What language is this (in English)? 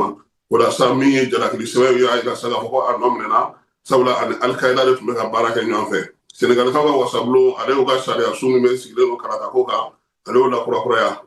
Bambara